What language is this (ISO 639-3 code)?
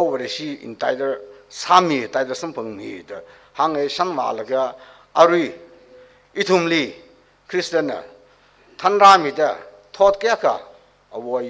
nmf